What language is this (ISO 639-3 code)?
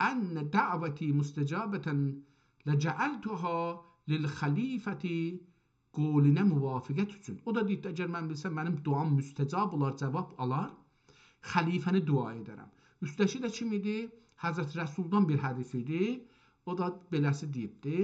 azb